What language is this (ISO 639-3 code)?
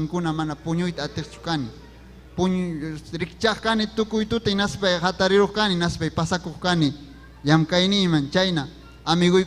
quy